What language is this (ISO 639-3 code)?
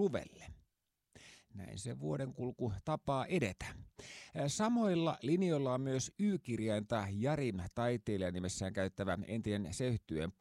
fin